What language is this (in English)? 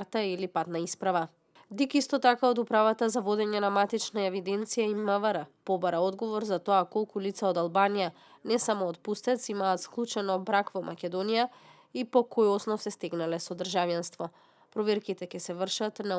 Macedonian